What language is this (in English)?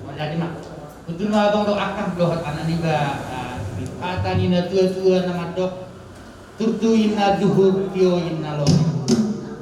Batak Toba